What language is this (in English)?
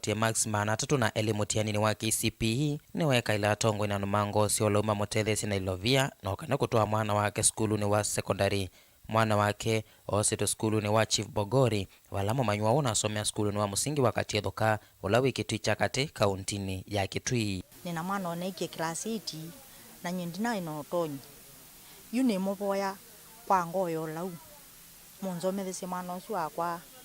Kamba